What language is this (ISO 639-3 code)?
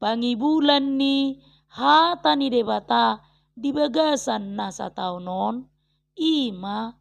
bbc